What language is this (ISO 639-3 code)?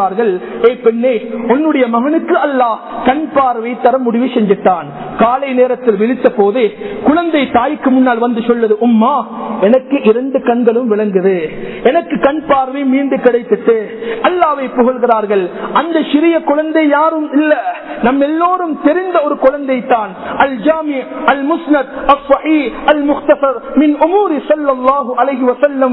tam